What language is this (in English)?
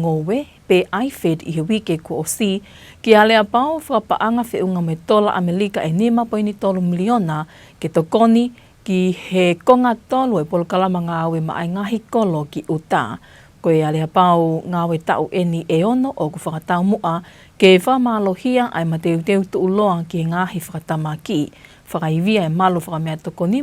Tongan